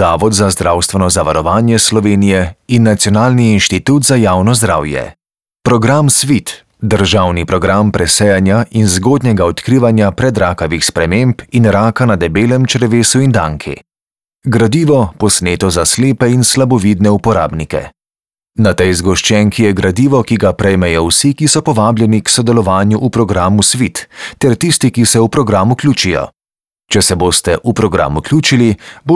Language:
Slovenian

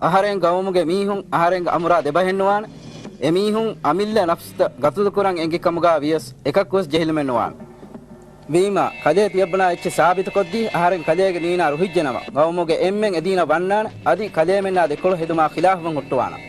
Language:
Divehi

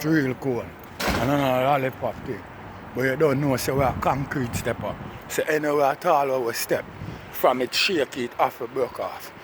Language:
Jamaican Creole English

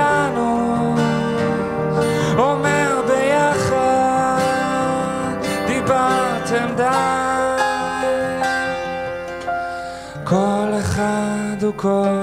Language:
Hebrew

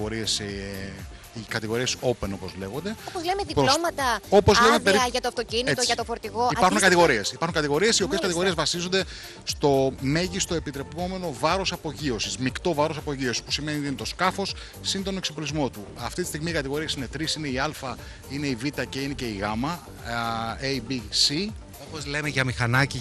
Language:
Greek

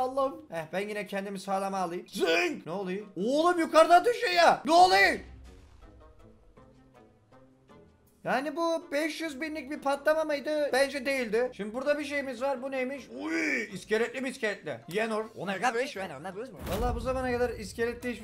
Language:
Turkish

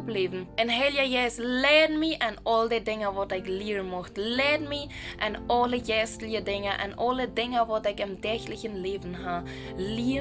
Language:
Plautdietsch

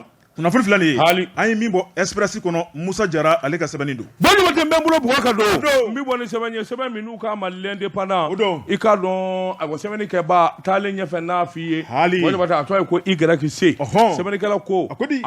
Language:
Bambara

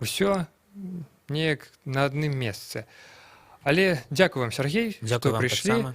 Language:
Belarusian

